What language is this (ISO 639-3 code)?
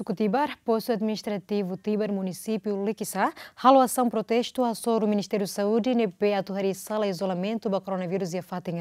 tet